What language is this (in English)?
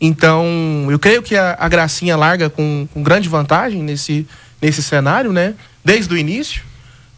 Portuguese